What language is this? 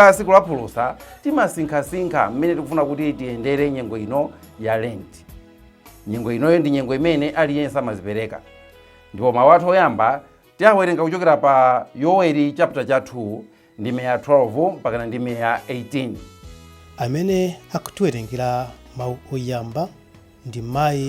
Nyanja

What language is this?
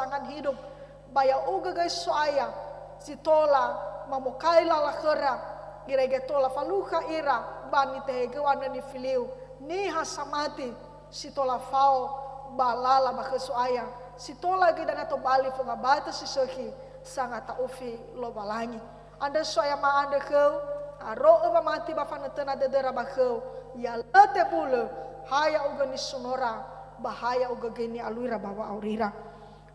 Nias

